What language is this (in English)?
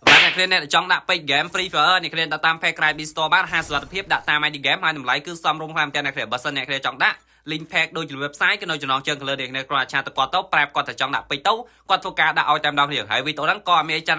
Khmer